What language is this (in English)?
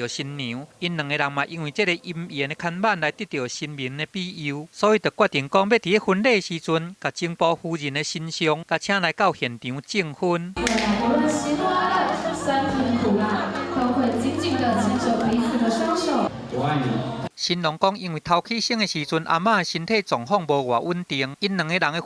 Min Nan Chinese